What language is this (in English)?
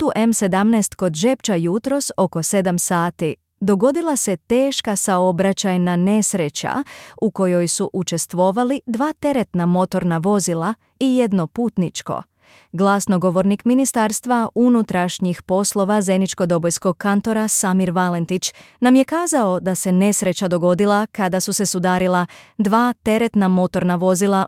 Serbian